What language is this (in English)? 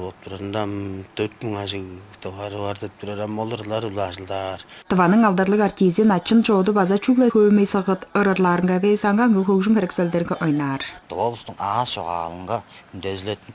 Tuvinian